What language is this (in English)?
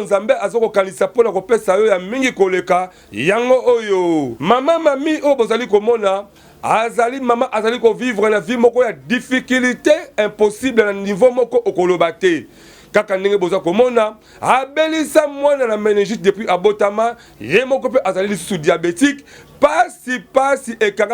Lingala